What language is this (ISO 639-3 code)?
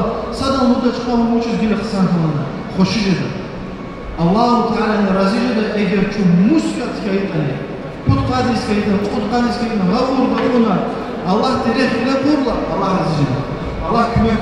lez